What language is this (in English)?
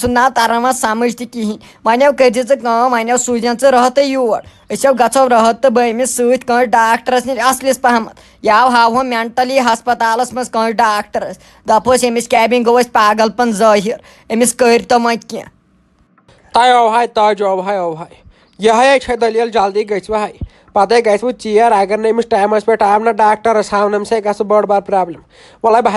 Kashmiri